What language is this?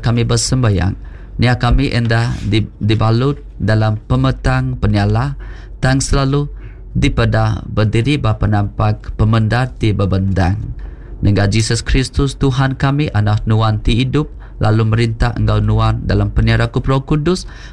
Iban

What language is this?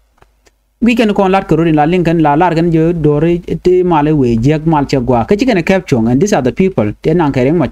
Nuer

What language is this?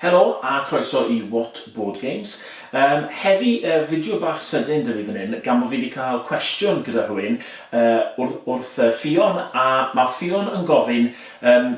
Welsh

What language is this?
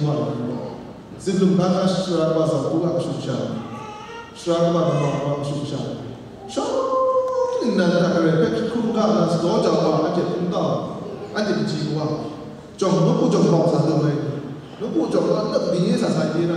Kachin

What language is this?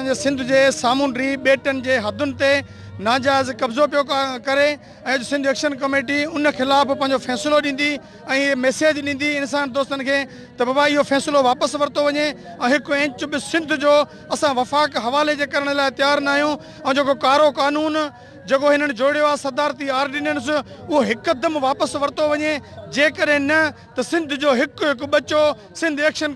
Sindhi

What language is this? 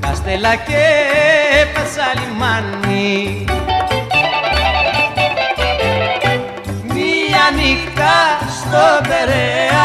Greek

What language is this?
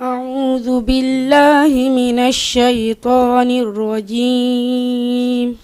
Fula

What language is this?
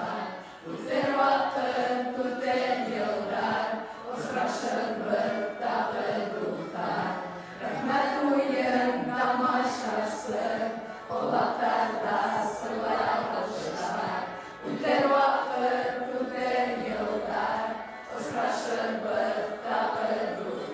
Bashkir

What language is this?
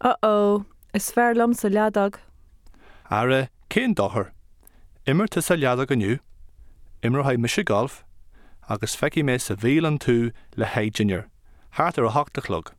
Irish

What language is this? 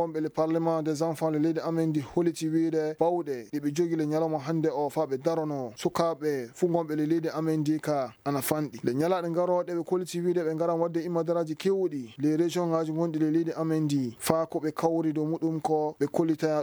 Fula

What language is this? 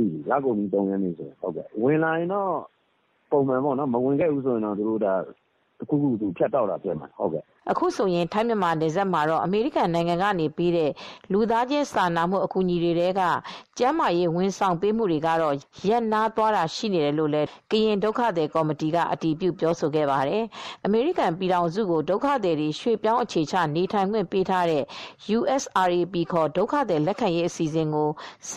Burmese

